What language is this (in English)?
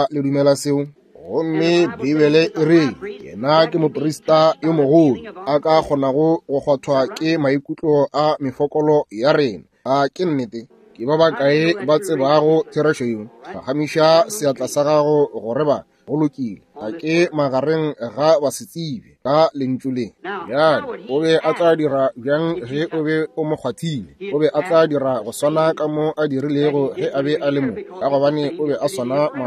Northern Sotho